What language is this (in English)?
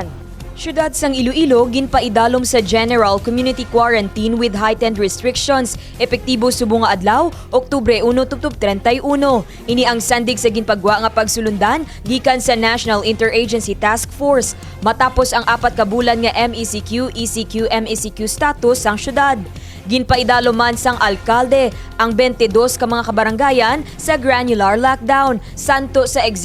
Hiligaynon